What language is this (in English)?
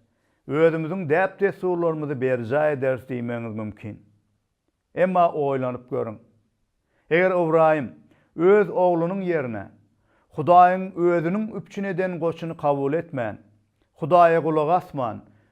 Turkmen